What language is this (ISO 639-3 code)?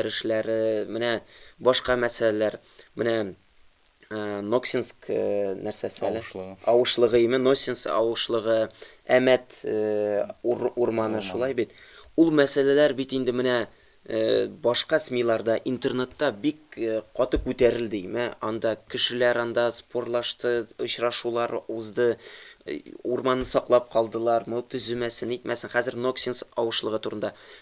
tat